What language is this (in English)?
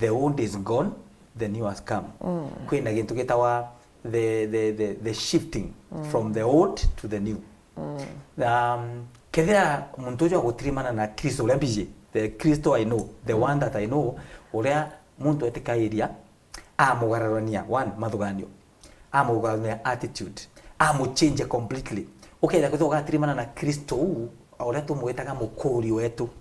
Meru